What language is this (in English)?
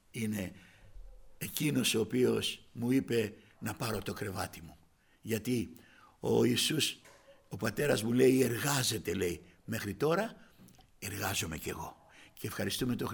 Greek